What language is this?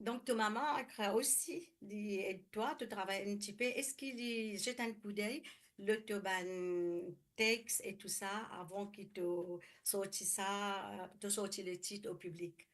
Morisyen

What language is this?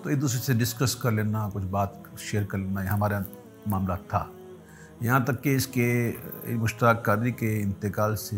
Urdu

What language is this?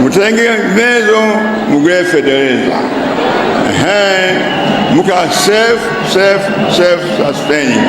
Nyanja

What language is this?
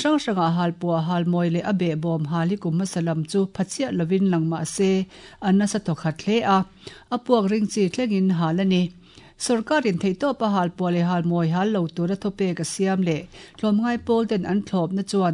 Mizo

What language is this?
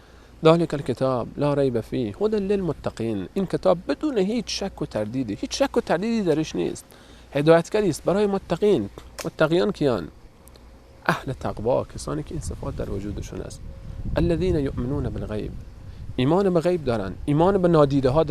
Persian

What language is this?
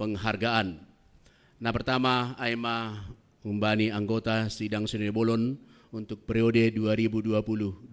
Batak Simalungun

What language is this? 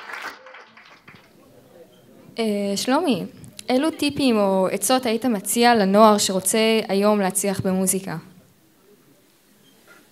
Hebrew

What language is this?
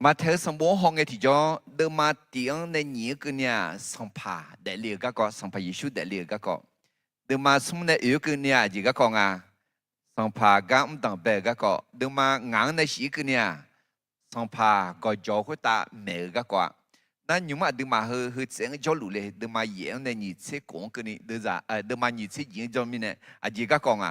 Akha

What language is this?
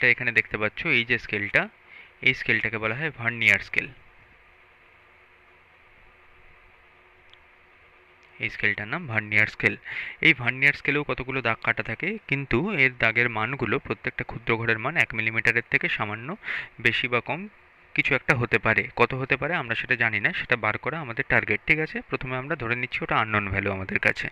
Bangla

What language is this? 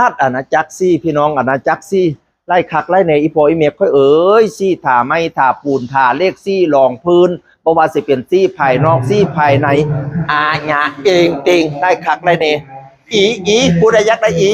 Lao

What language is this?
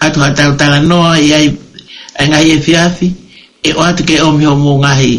Tongan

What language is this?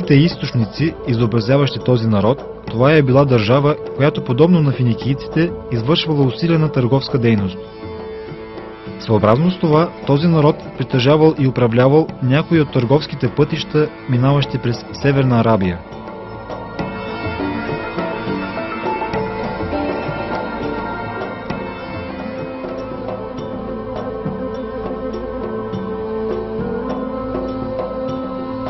Bulgarian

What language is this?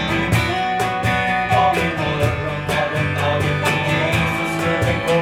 Swedish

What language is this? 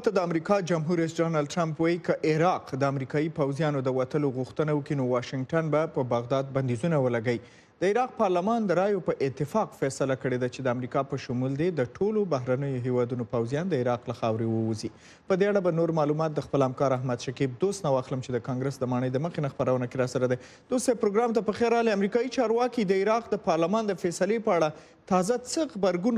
Pashto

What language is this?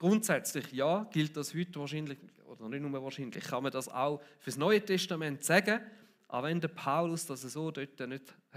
Swiss German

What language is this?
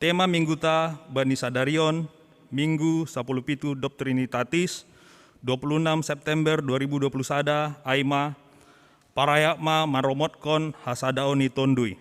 Batak Simalungun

